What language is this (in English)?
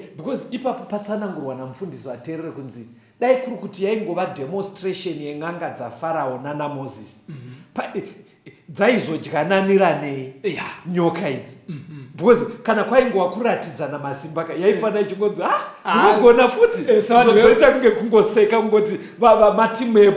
Shona